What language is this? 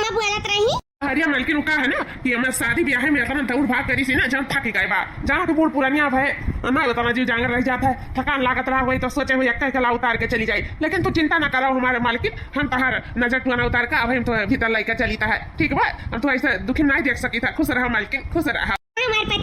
Awadhi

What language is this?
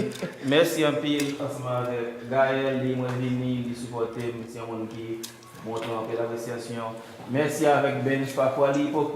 Haitian Creole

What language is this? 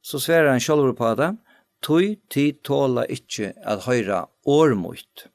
Faroese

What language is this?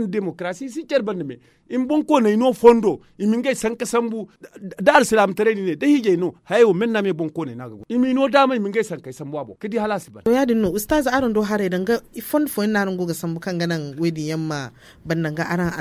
Zarma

